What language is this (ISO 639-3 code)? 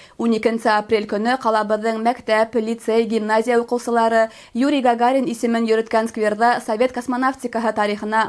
bak